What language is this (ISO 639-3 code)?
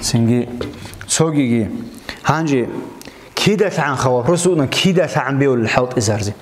ava